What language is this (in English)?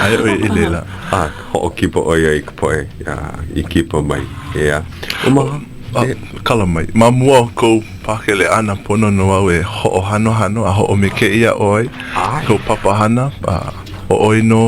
Hawaiian